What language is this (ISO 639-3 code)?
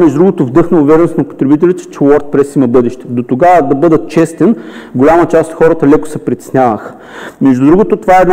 bul